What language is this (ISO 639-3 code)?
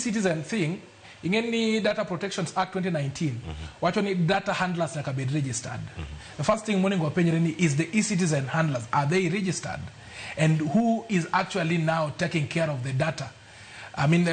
luo